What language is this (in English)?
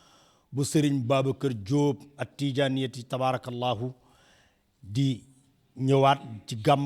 Wolof